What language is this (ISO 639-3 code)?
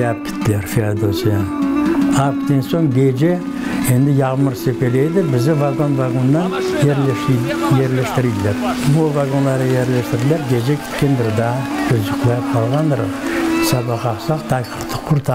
crh